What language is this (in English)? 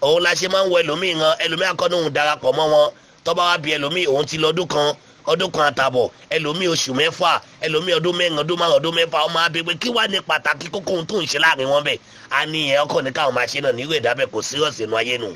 Yoruba